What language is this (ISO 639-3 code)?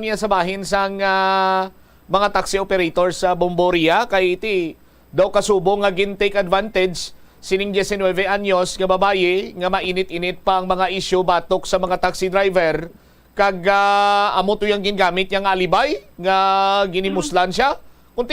hil